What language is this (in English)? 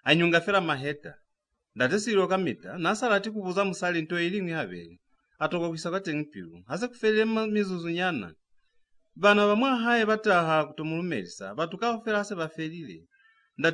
Lozi